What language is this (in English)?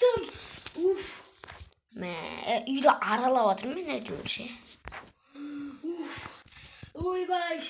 Kazakh